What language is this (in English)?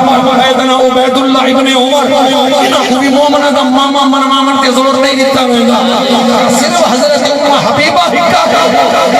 Saraiki